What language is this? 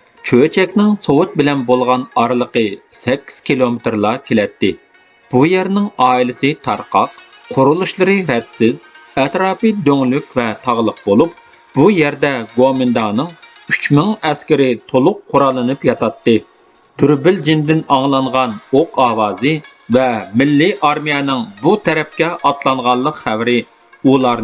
Uyghur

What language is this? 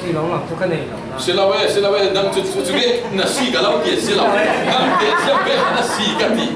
Falam Chin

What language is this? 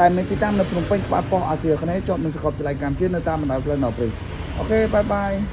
Khmer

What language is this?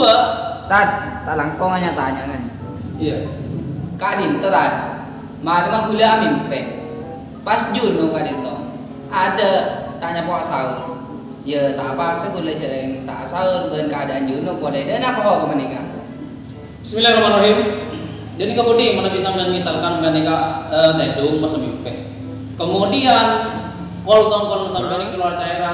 Madurese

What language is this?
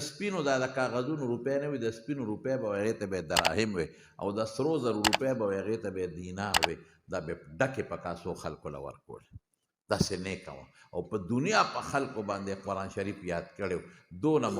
Pashto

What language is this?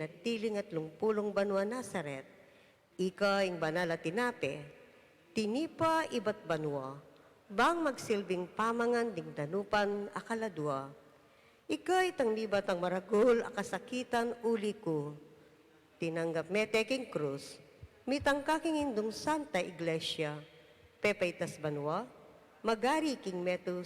Pampanga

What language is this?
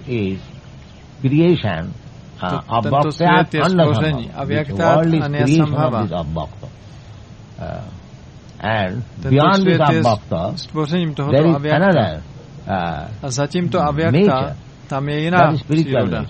Czech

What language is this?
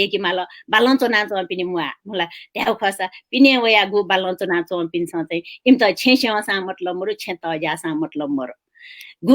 Newari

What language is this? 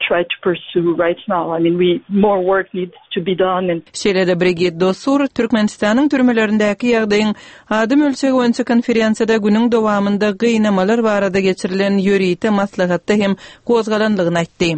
Turkmen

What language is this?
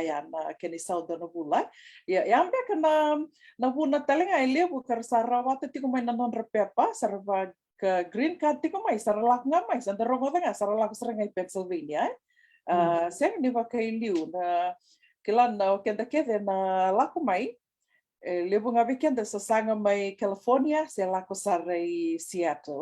Fijian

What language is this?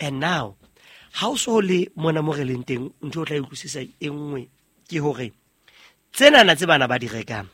Southern Sotho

